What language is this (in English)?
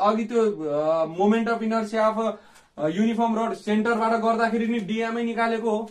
Nepali